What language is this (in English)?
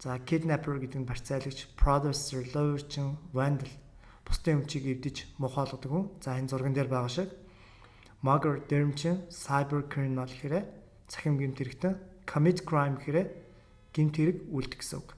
Mongolian